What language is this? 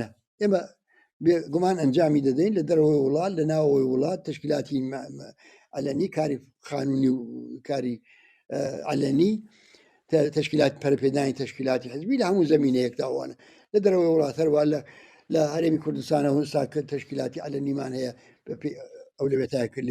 Central Kurdish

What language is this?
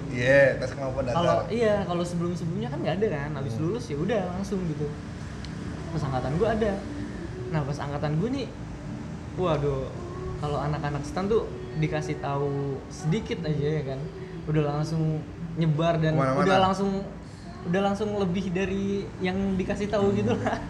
Indonesian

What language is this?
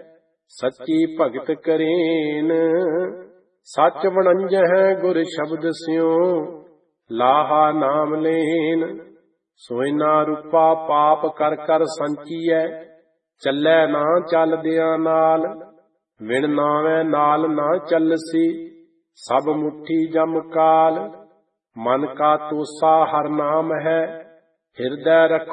Punjabi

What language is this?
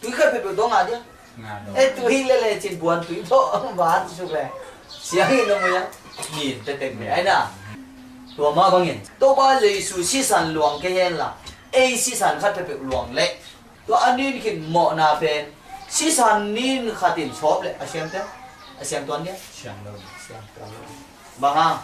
Tedim Chin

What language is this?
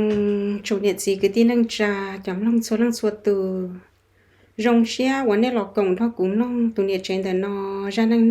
Hmong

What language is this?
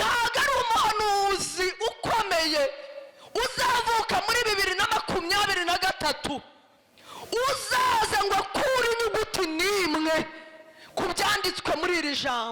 Kinyarwanda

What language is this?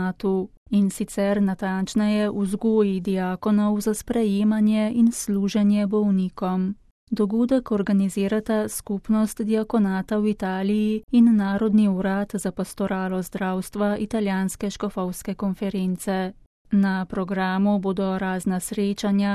Slovenian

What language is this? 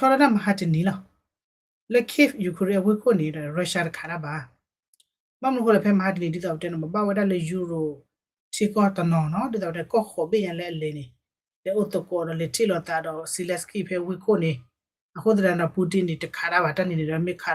S'gaw Karen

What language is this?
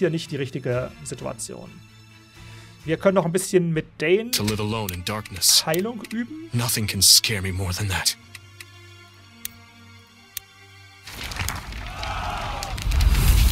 German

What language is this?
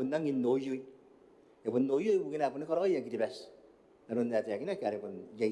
Gilbertese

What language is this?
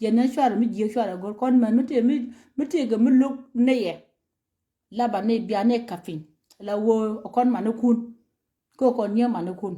Nuer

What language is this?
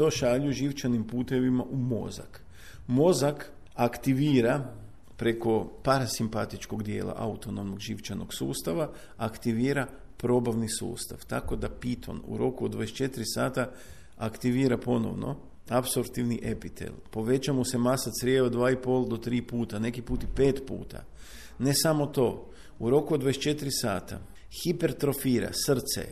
Croatian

